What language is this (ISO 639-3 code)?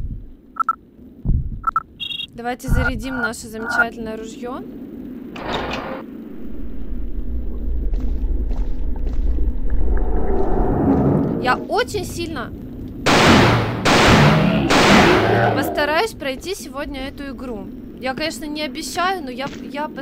rus